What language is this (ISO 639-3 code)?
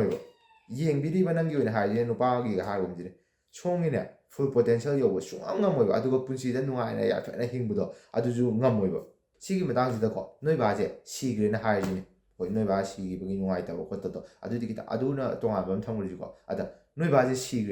mni